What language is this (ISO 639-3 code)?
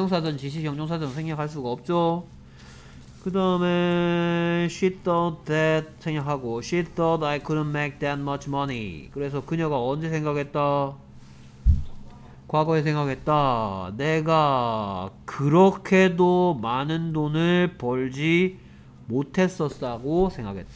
kor